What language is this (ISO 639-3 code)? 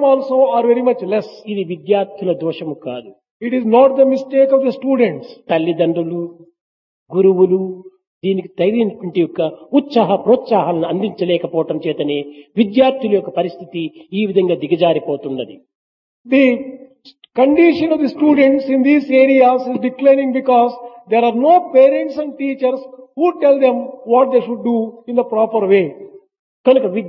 tel